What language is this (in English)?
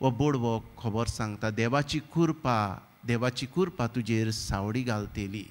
Konkani